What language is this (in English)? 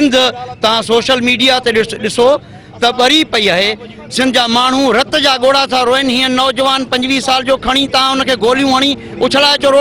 Sindhi